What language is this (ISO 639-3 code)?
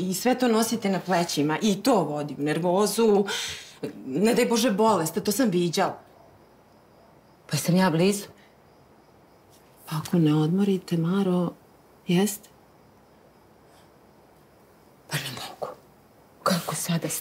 srp